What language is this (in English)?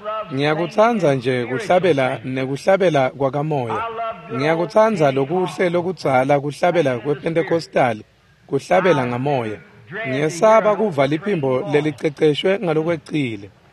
Swati